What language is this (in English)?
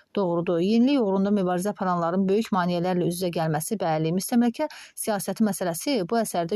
Azerbaijani